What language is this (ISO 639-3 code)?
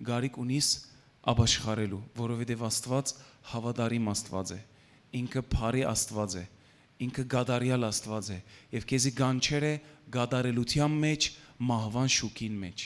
hyw